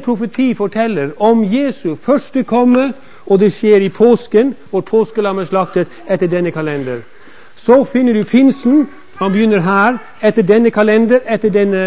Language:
Norwegian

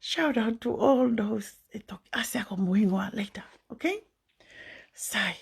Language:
Tongan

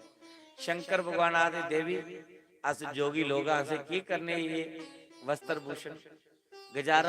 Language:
Dogri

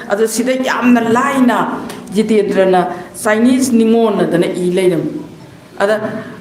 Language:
Manipuri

